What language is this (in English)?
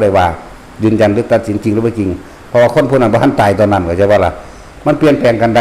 Northeastern Thai